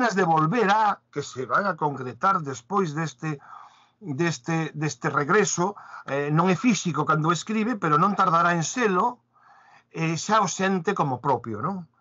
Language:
Galician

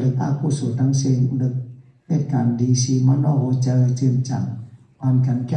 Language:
Shan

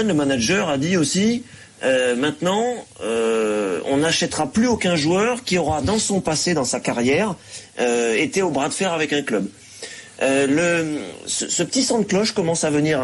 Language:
French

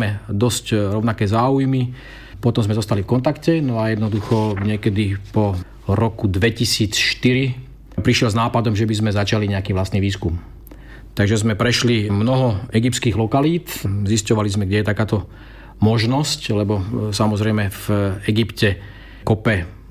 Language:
Slovak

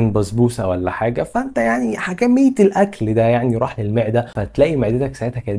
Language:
Egyptian Arabic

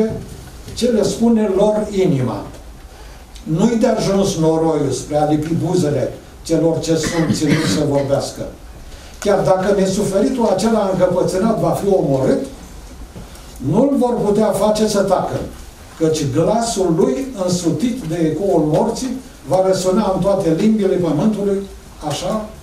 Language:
Romanian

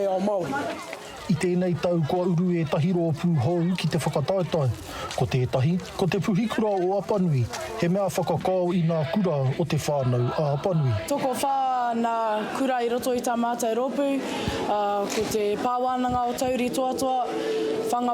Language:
Māori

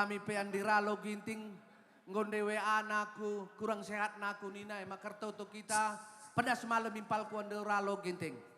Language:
Batak Karo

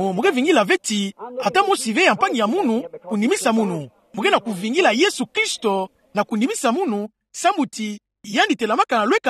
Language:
Kituba (Democratic Republic of Congo)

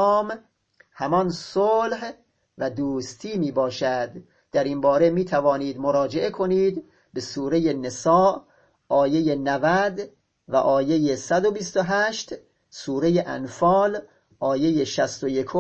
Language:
Persian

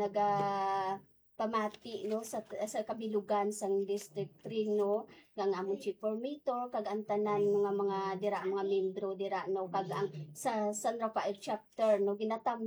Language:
Hiligaynon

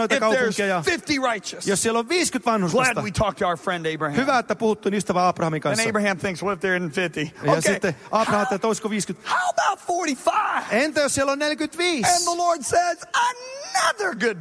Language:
Finnish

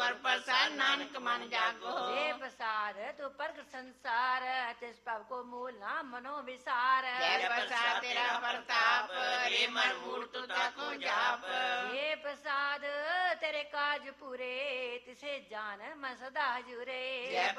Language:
Punjabi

